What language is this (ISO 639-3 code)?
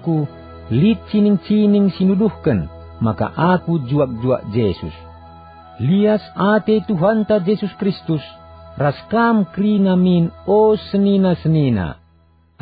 btx